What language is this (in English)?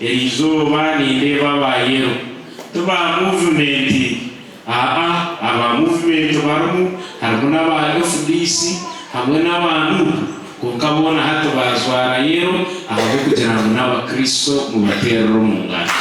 Nyankole